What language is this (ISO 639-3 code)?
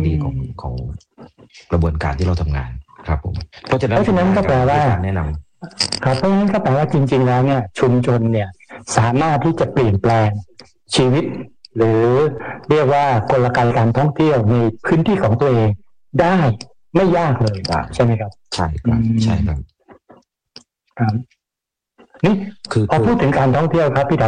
tha